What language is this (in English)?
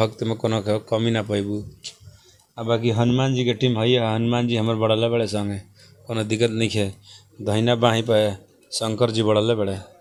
Bhojpuri